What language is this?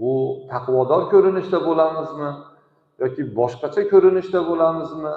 Uzbek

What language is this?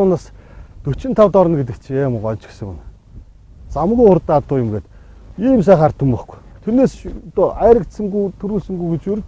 Mongolian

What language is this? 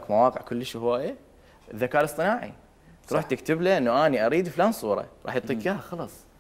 Mesopotamian Arabic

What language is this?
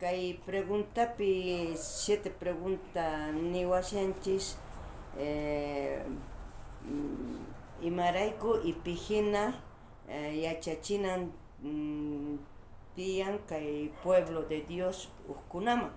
South Bolivian Quechua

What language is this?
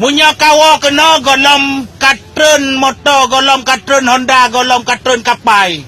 Achinese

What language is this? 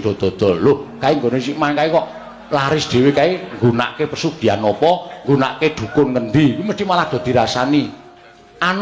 Javanese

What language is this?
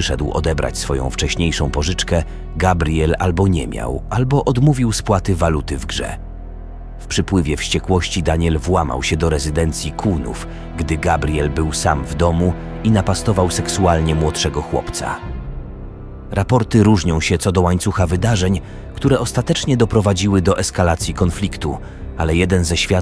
Polish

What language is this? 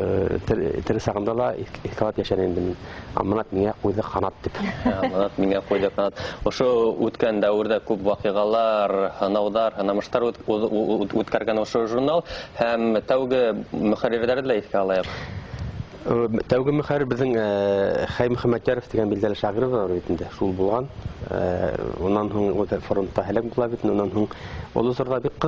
Bashkir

